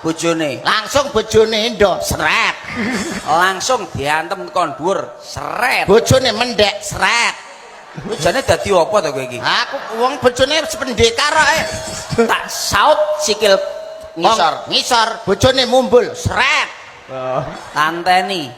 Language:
Javanese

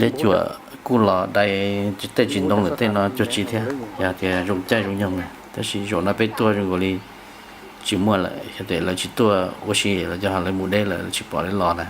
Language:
Hmong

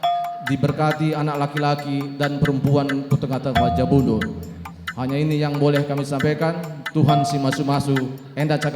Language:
Batak Karo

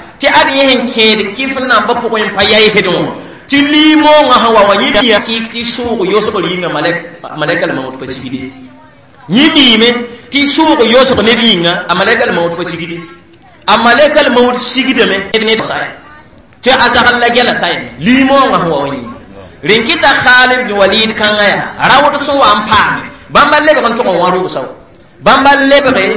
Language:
Mossi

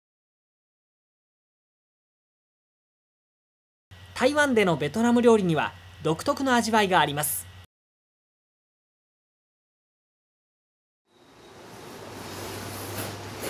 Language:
Japanese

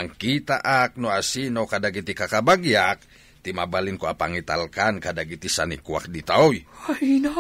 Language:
Iloko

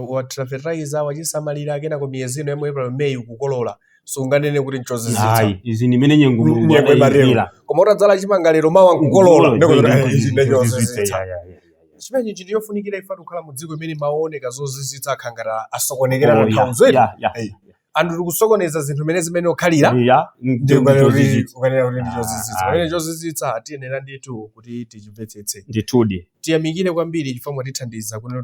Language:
Nyanja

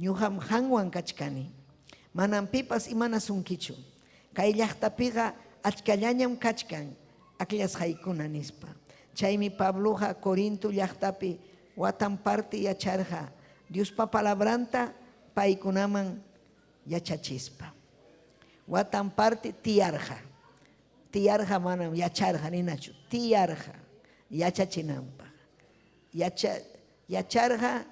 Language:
Ayacucho Quechua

